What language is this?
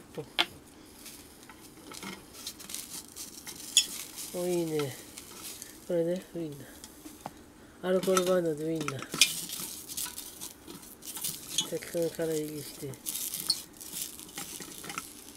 Japanese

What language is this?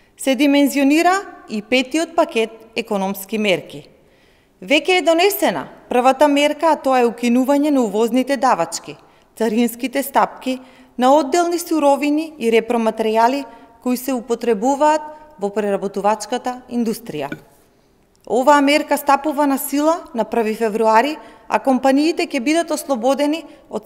Macedonian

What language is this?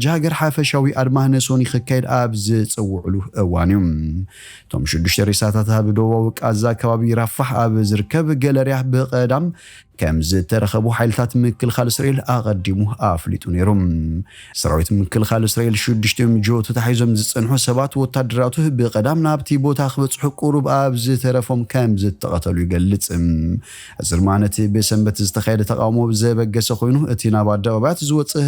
Tigrinya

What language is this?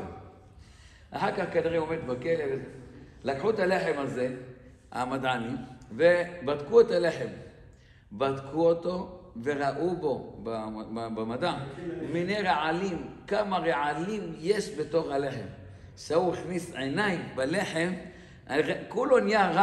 Hebrew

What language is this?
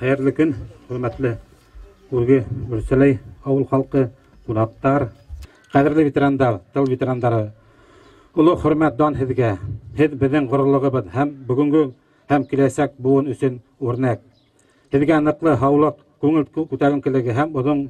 Bashkir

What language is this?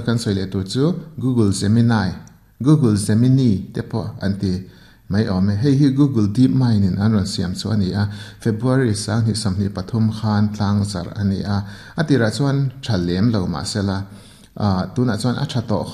Mizo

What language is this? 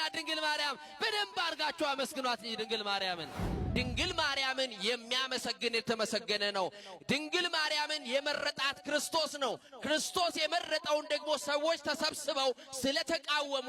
Amharic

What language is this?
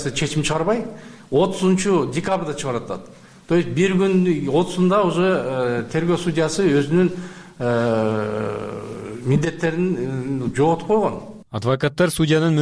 Kyrgyz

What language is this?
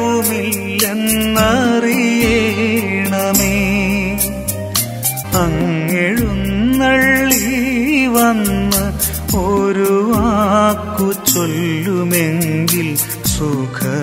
Malayalam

